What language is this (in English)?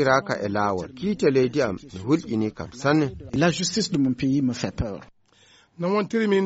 Fula